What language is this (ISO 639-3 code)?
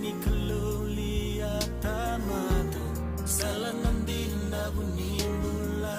fij